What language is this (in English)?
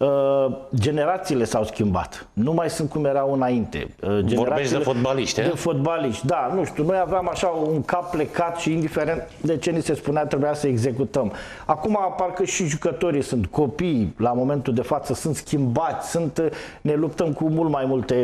Romanian